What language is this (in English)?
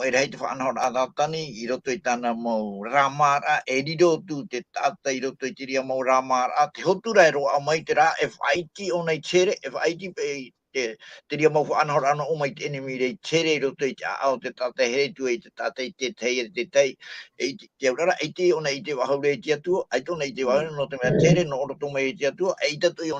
Tahitian